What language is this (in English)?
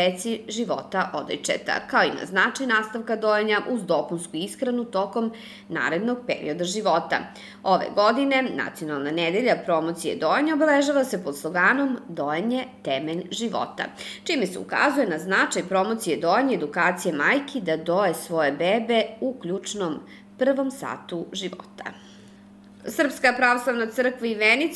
Serbian